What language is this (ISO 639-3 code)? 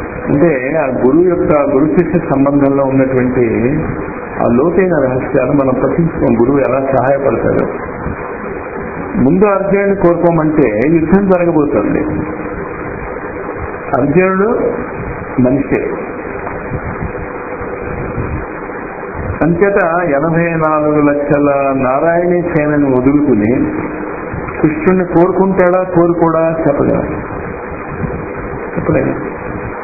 tel